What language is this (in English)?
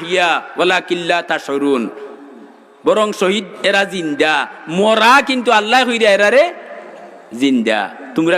Sylheti